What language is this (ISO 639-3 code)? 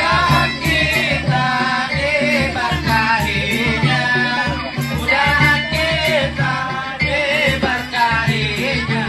bjn